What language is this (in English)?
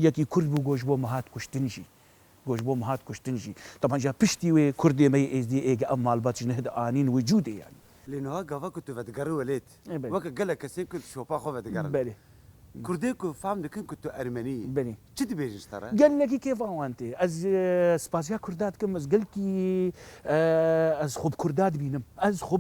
Kurdish